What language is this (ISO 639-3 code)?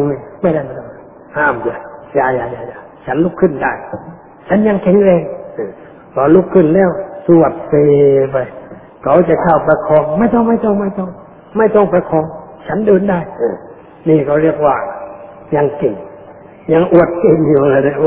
tha